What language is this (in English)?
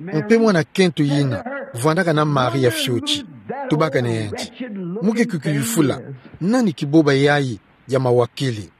Kituba (Democratic Republic of Congo)